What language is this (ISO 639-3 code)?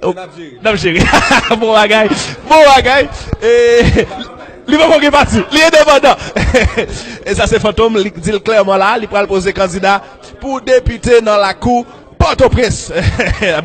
hat